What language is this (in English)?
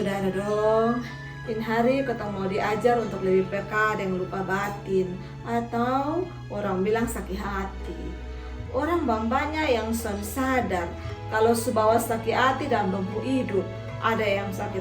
Kupang Malay